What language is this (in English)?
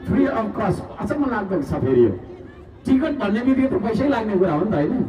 Nepali